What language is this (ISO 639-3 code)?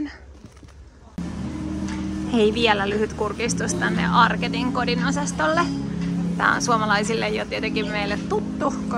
fin